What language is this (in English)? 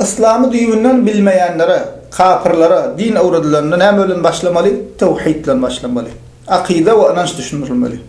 Turkmen